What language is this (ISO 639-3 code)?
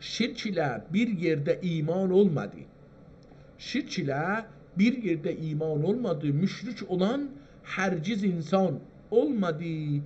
azb